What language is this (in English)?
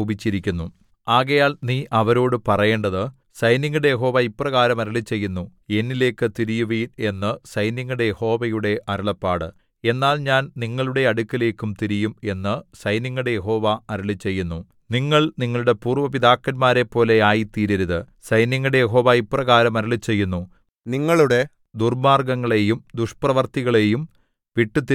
Malayalam